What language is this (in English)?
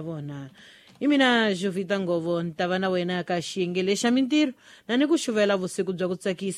Tsonga